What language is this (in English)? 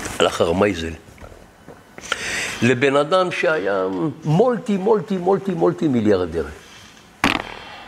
Hebrew